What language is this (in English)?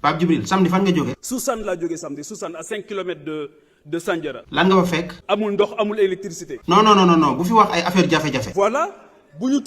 Wolof